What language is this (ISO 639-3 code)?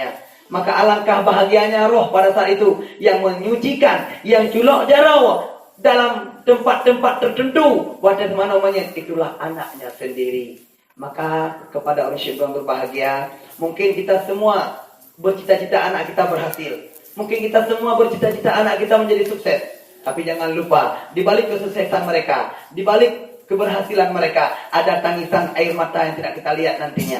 ace